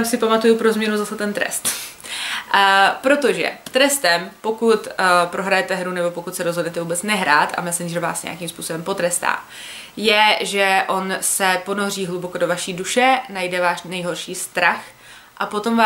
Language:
Czech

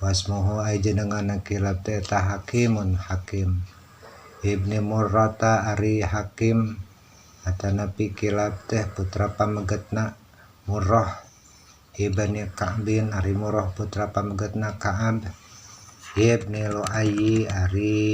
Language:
Sundanese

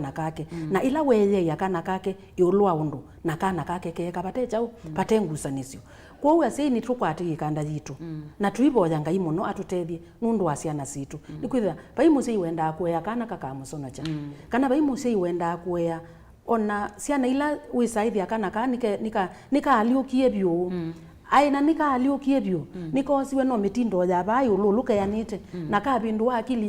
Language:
Kamba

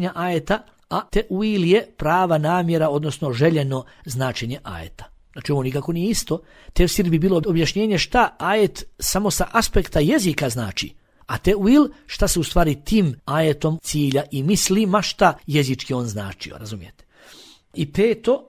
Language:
Bosnian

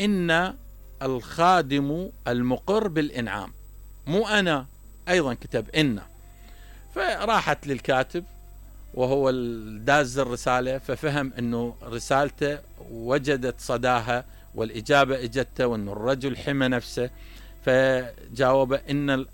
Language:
Mesopotamian Arabic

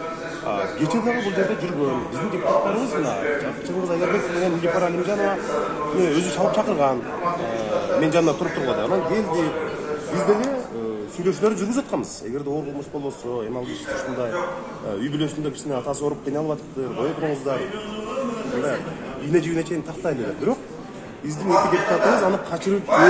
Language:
Kyrgyz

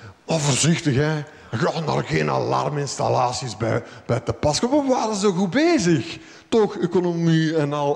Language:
Dutch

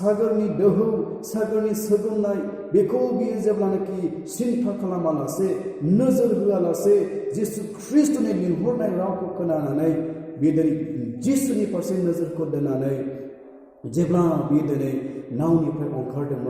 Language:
Bodo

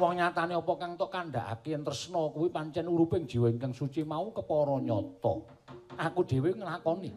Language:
Javanese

